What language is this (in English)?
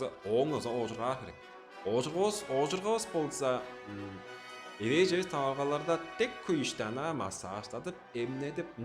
Tuvinian